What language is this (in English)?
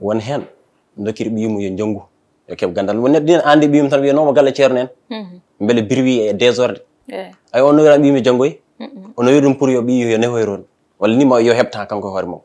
Fula